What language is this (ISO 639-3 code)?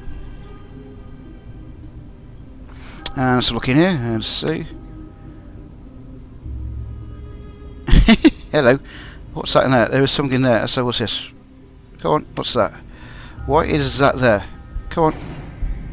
eng